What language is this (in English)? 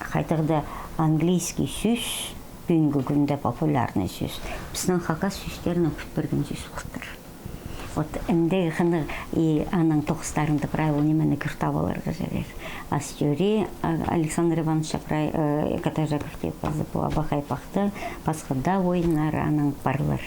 Khakas